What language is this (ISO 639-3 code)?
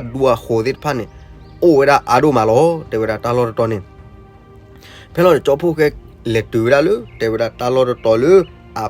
ksw